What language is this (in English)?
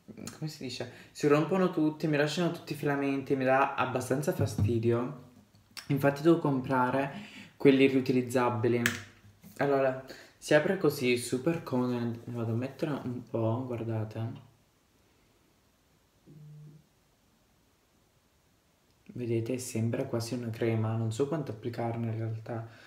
Italian